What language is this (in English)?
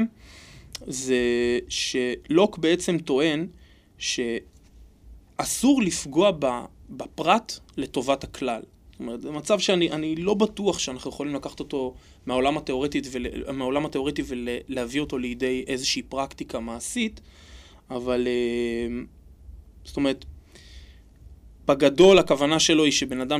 Hebrew